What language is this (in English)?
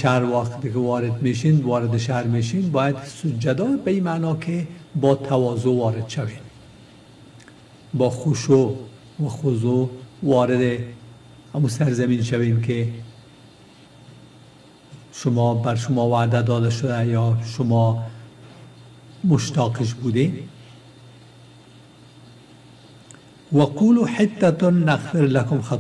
Persian